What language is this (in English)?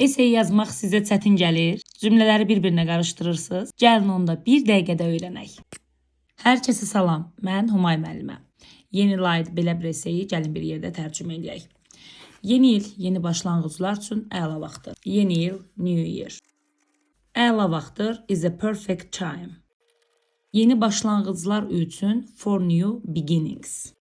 Azerbaijani